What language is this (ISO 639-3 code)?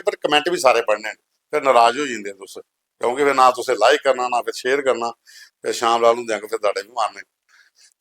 doi